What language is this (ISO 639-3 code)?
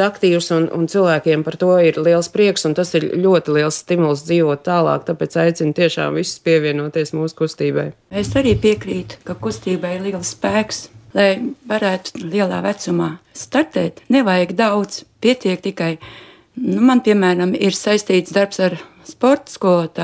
lav